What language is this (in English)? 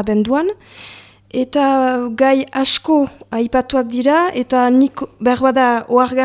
Basque